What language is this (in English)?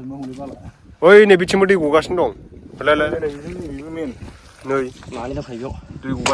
Bodo